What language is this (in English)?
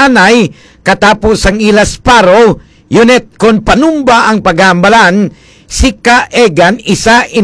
Hiligaynon